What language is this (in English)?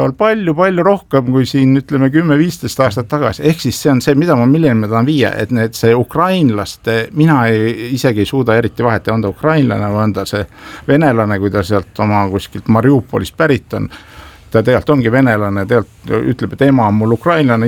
Estonian